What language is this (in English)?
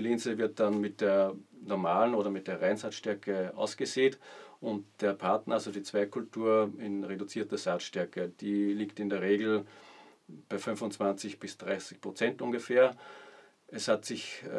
German